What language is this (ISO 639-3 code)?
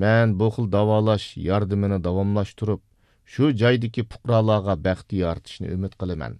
uig